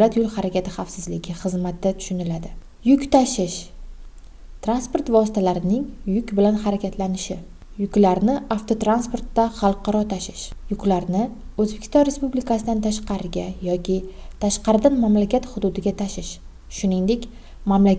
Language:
Uzbek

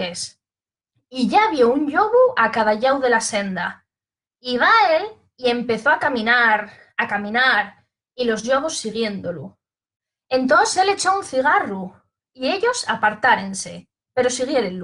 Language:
Asturian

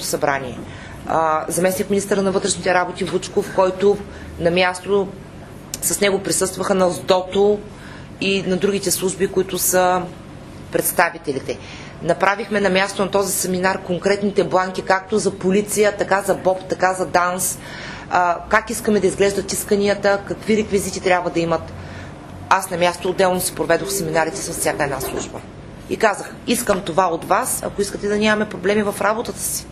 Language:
Bulgarian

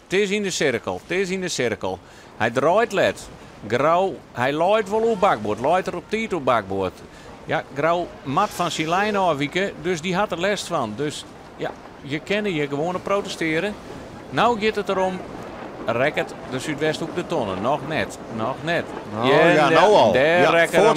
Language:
Western Frisian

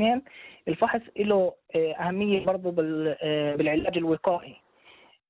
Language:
North Levantine Arabic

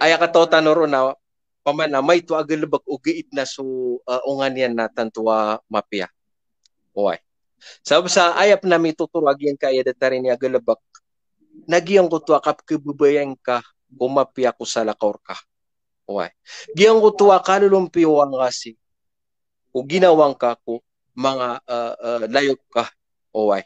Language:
Maranao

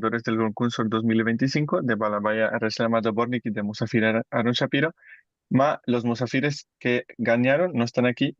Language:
Ladino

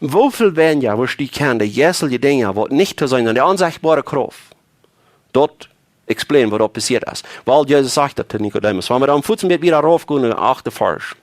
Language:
Plautdietsch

